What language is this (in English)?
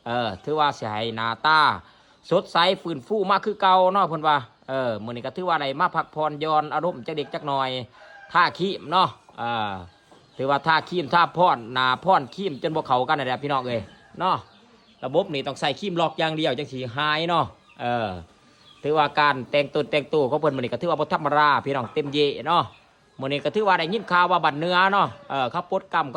Lao